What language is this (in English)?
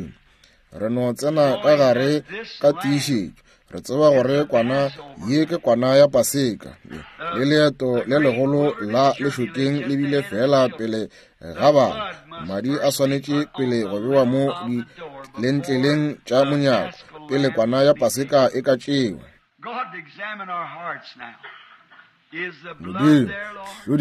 Northern Sotho